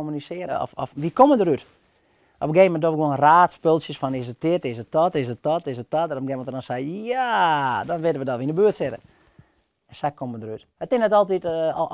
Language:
Western Frisian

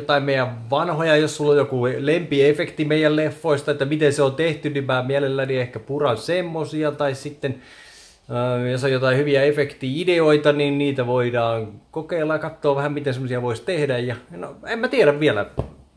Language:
Finnish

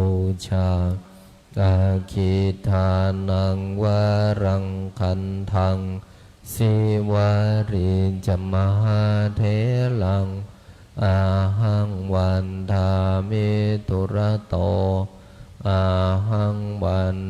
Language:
Pali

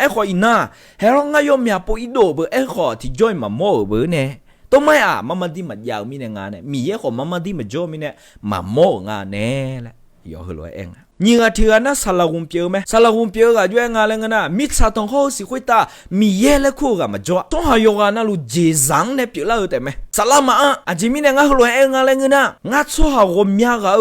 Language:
Akha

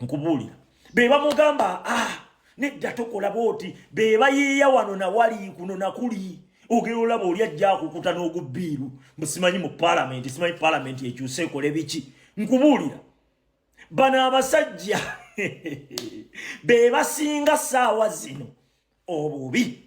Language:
Ganda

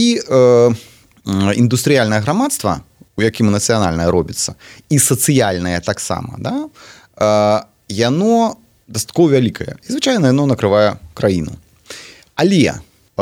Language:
Belarusian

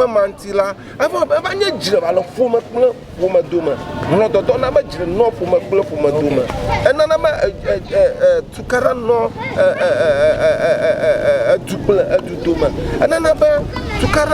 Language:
Ewe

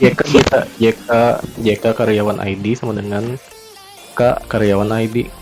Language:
Banjar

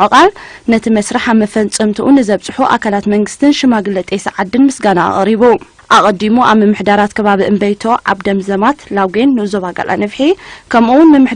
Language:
Tigrinya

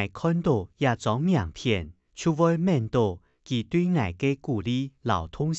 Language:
Hakka Chinese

